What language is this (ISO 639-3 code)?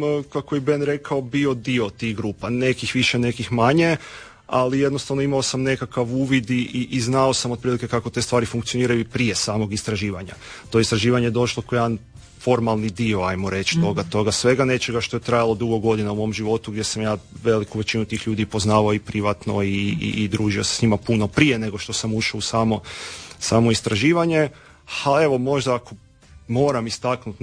hrv